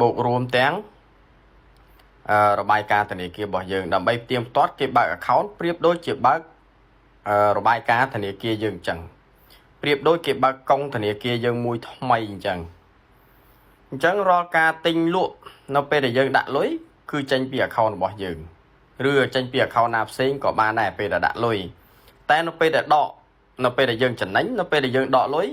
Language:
Khmer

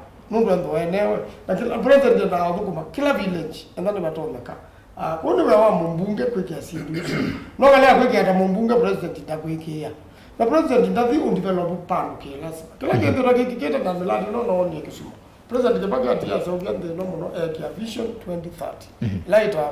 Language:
Kamba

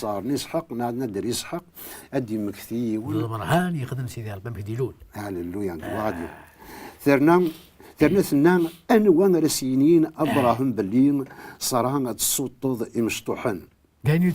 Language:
Kabyle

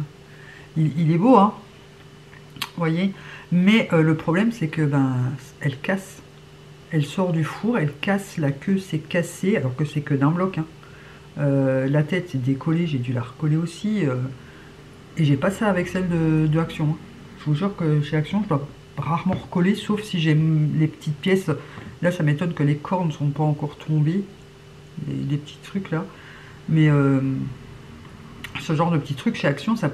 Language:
French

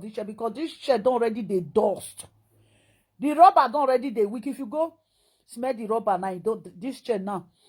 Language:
Nigerian Pidgin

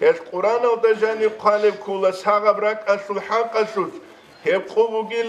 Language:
Avaric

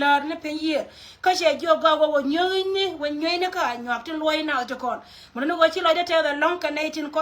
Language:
Nuer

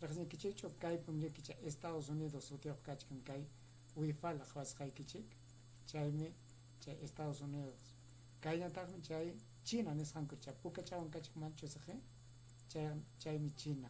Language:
Ayacucho Quechua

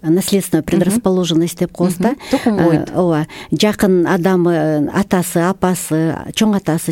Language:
Kyrgyz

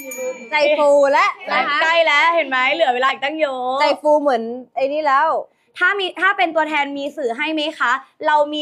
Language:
Thai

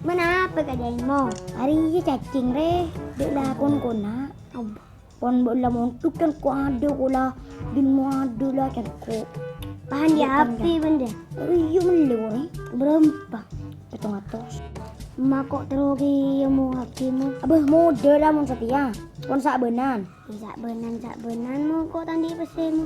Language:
Madurese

